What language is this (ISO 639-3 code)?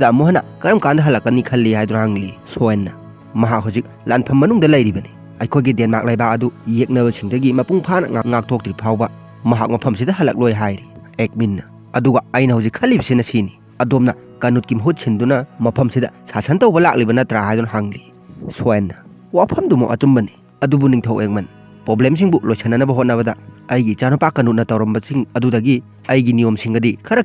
mni